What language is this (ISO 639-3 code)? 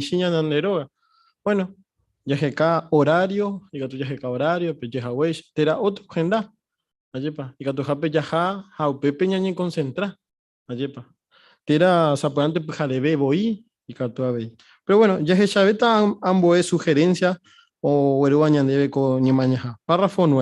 grn